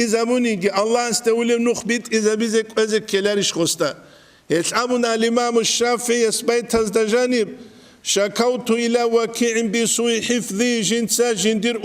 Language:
Avaric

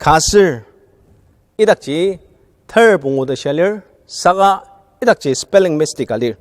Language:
Ao Naga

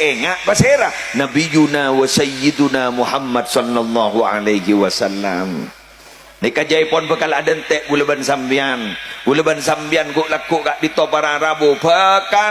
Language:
Madurese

